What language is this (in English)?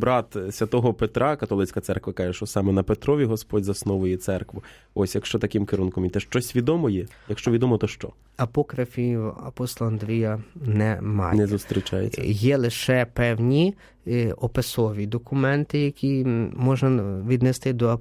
Ukrainian